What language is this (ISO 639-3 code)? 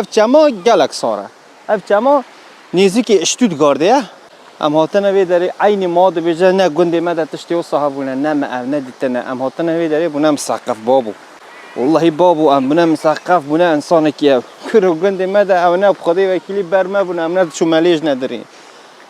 kur